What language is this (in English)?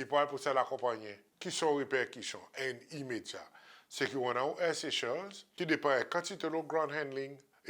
Seselwa Creole French